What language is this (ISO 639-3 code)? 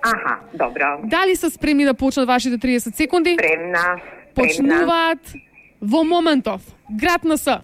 mkd